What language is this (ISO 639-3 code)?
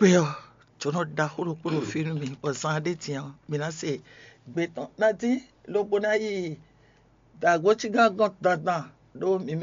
fon